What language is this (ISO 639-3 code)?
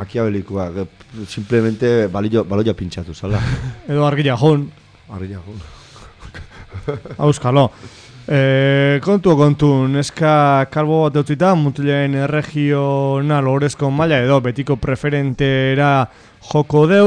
eus